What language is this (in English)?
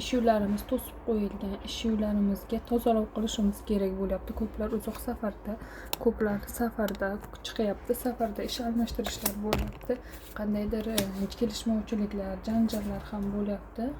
Uzbek